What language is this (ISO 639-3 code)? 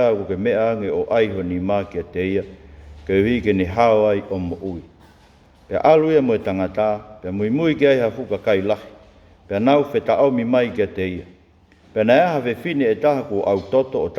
ton